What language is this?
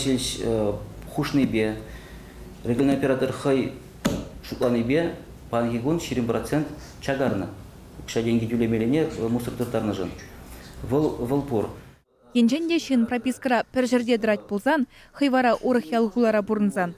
Chuvash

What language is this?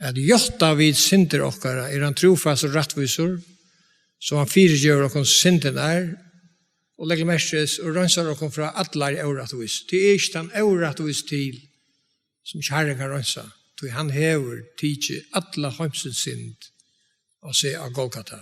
Faroese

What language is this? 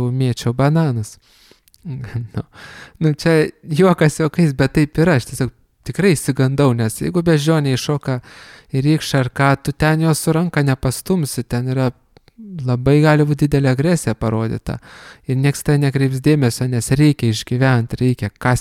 Lithuanian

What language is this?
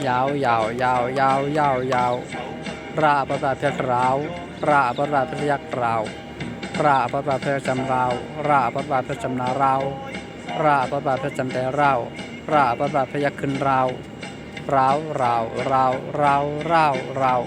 Shan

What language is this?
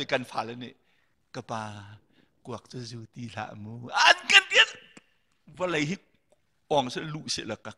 Hakha Chin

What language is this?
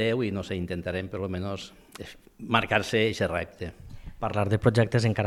Catalan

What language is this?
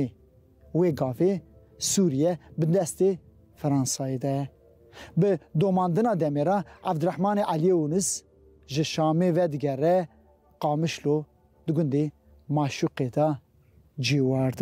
Kurdish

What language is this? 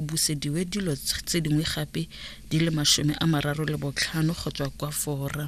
Tswana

